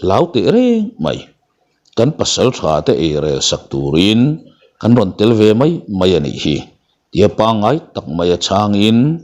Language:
Mizo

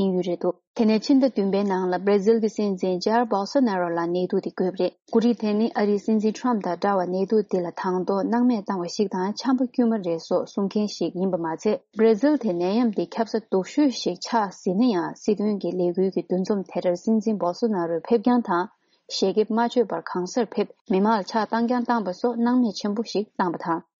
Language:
Tibetan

